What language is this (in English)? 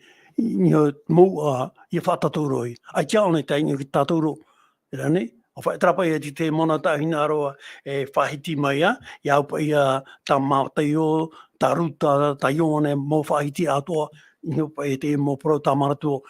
Tahitian